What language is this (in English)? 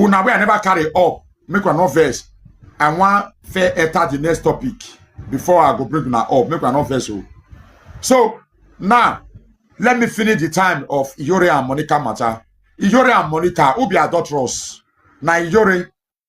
Nigerian Pidgin